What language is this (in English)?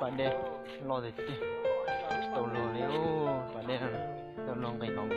Hmong